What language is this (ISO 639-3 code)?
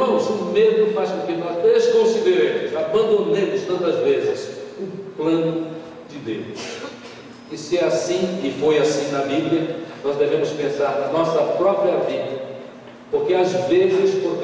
por